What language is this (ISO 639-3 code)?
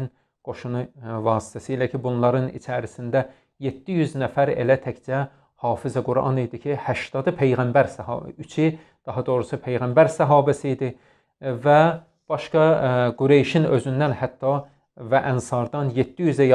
aze